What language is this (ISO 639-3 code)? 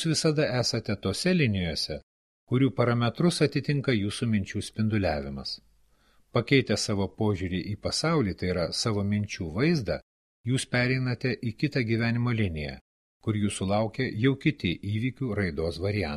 lit